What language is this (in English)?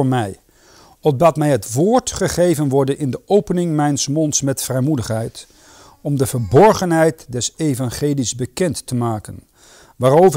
Dutch